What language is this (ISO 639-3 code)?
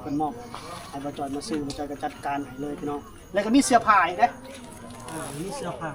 lao